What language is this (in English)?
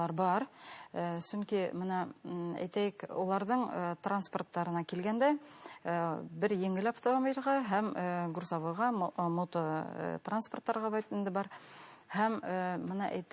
Bashkir